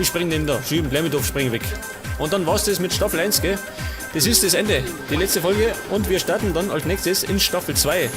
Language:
Bavarian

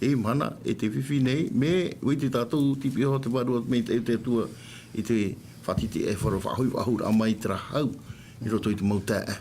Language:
Tahitian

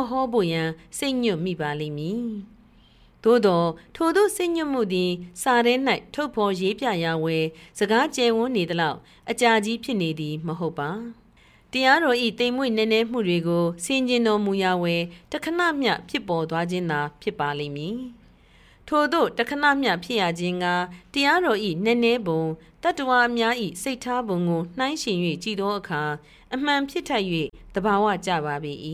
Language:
Burmese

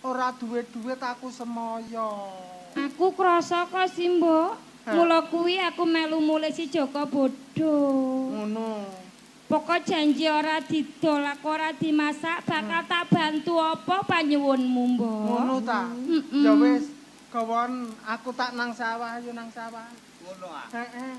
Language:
Javanese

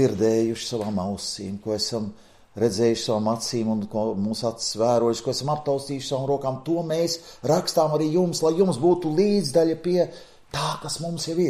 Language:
Latvian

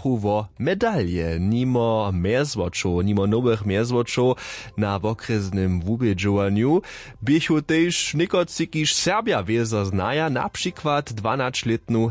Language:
Upper Sorbian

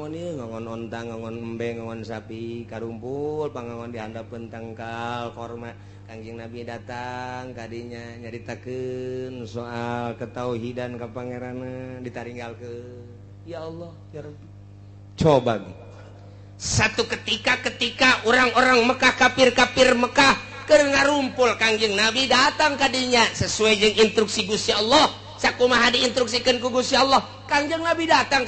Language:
Sundanese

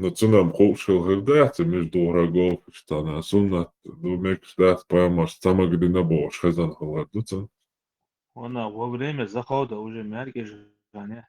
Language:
Chechen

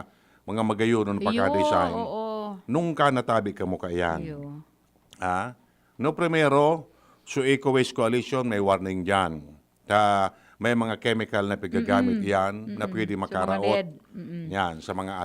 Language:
Bikol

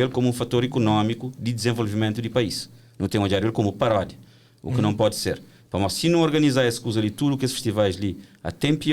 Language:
Kabuverdianu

